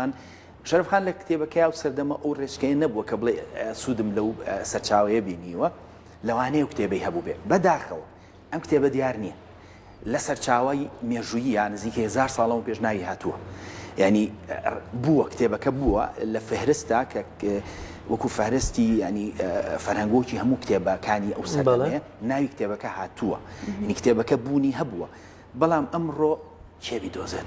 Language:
Central Kurdish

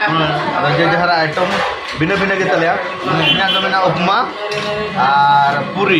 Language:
Santali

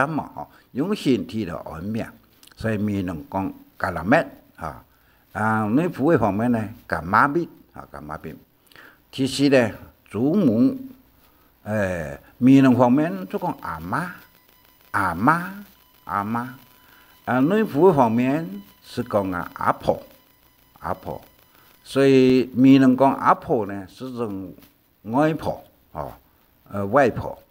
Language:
Hakka Chinese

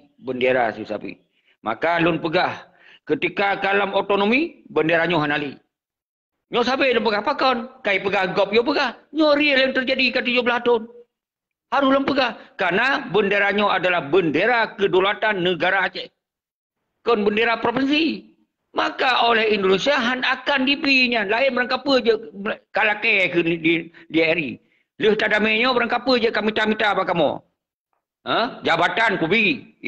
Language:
Achinese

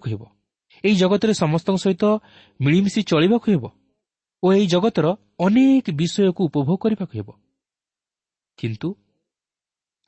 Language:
Odia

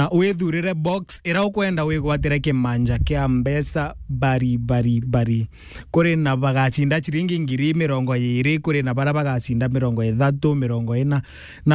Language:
Meru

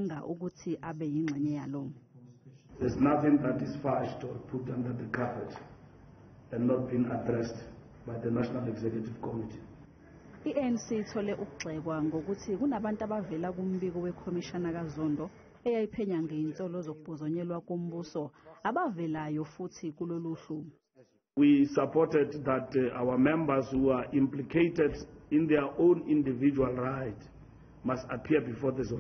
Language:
Zulu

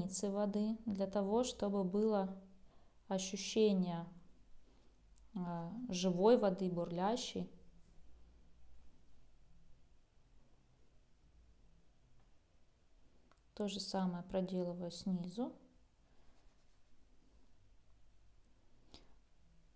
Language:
Russian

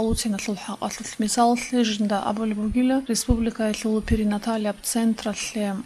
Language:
Avaric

